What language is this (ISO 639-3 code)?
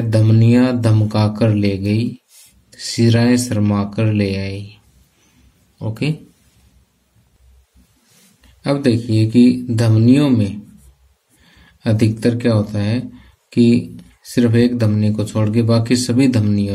hin